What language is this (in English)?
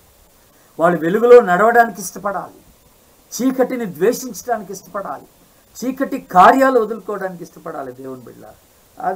Telugu